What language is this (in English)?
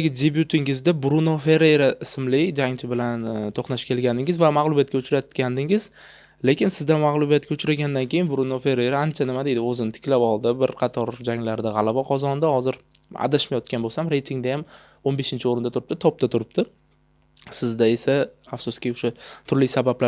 Uzbek